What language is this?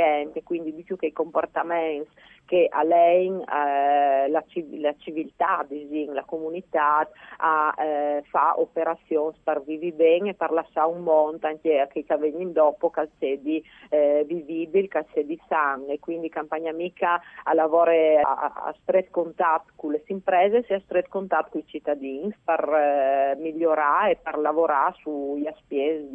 Friulian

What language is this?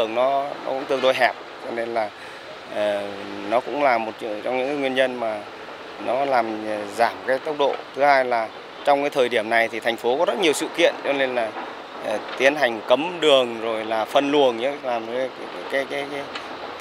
Vietnamese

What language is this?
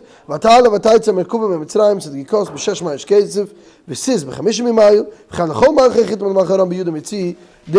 Yiddish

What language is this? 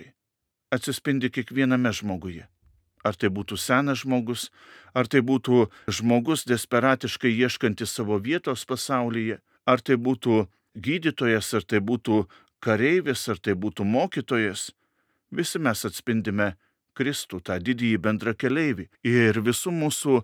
Lithuanian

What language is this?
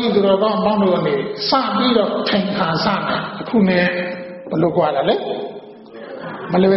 Burmese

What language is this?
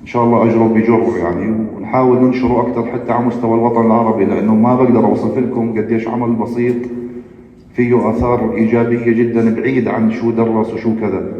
North Levantine Arabic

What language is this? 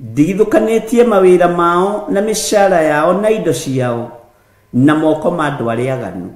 Kikuyu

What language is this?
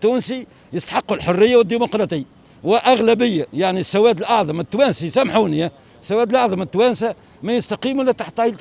Tunisian Arabic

